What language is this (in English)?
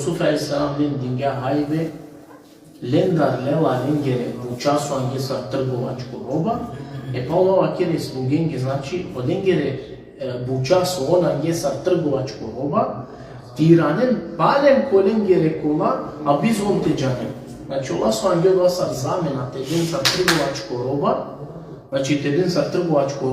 Balkan Romani